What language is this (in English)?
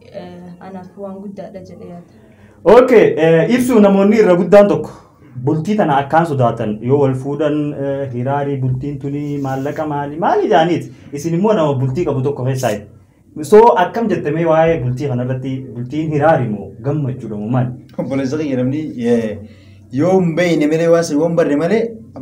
Oromo